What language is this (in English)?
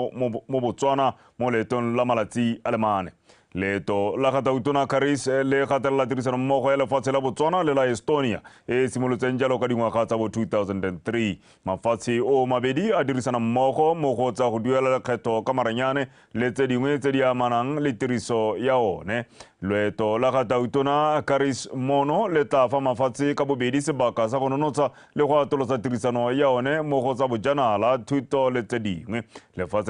Tswana